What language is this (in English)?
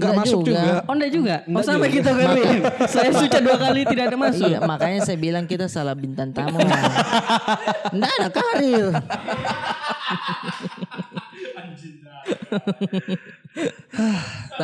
Indonesian